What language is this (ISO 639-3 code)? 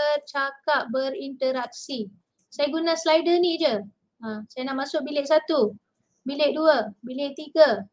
msa